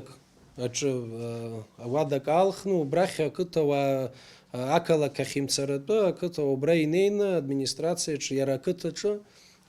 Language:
Abkhazian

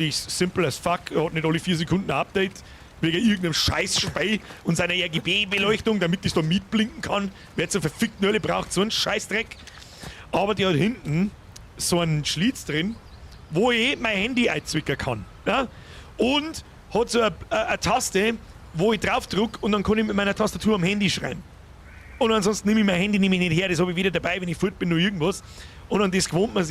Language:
Bavarian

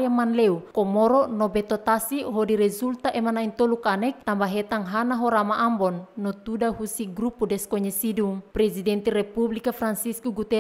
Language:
Tetum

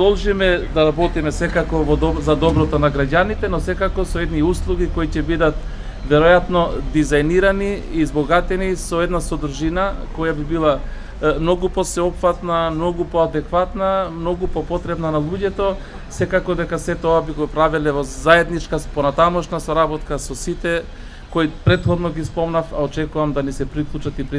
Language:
Macedonian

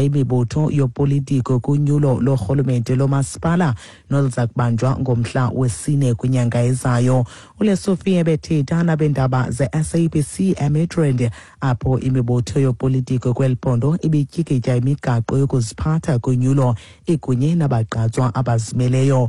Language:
Xhosa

